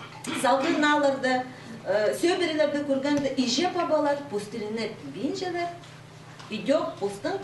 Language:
Khakas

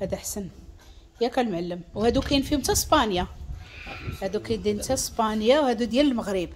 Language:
Moroccan Arabic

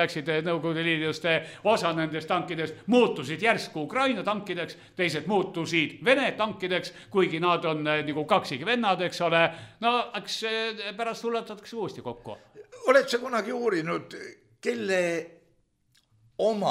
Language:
Estonian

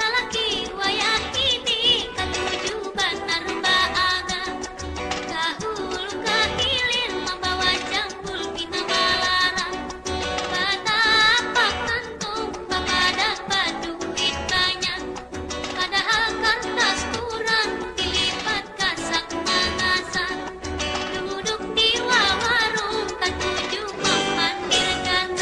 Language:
Banjar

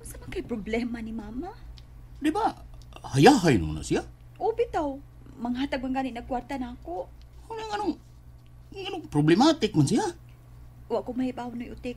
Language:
Cebuano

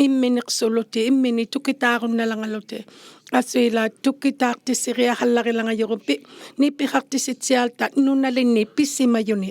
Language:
Inuktitut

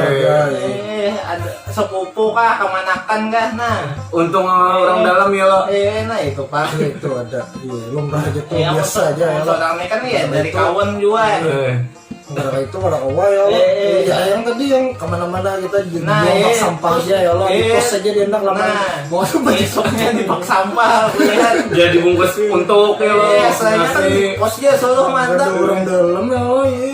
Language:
Banjar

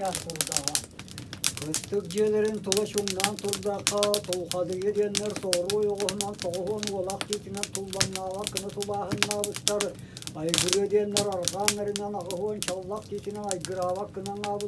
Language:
Yakut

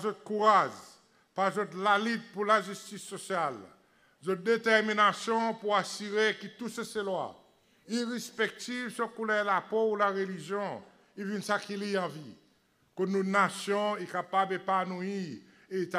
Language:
Seselwa Creole French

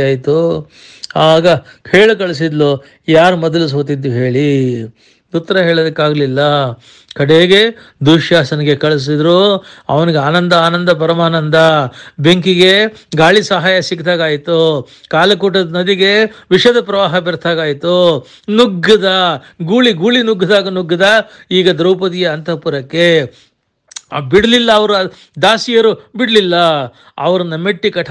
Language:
Kannada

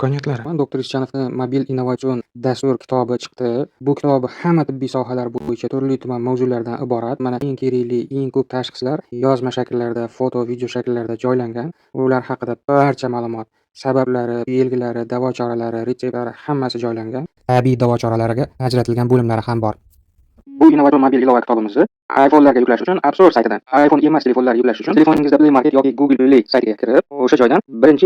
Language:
Uzbek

